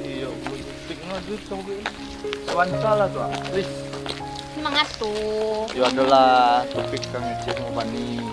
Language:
Minangkabau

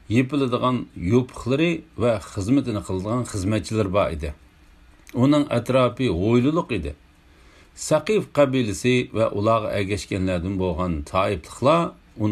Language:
Uyghur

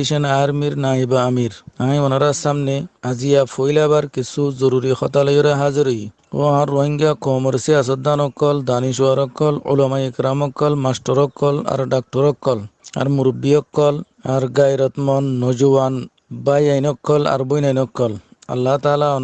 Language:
Rohingya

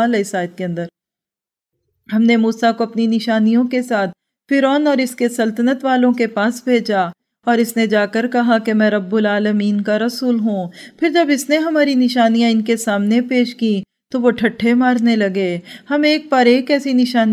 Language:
Urdu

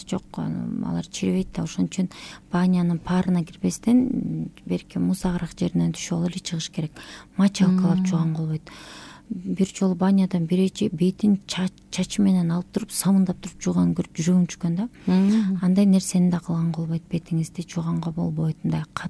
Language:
Kyrgyz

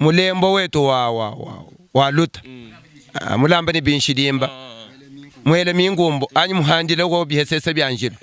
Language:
Luba-Lulua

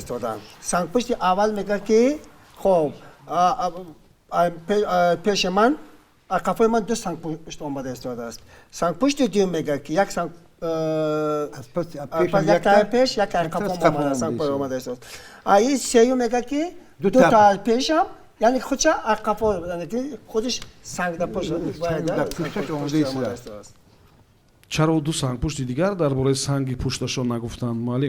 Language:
Tajik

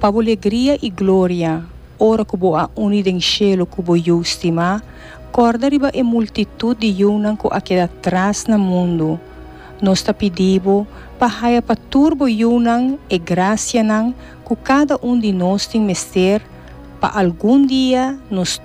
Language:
Papiamento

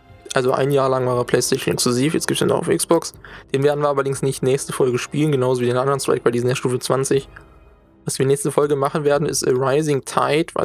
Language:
German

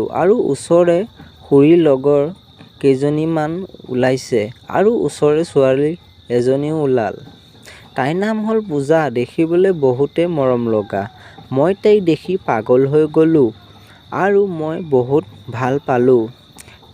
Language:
Assamese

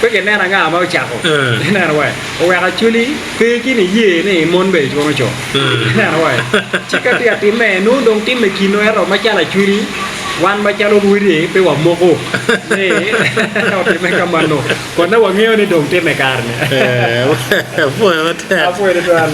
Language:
Acoli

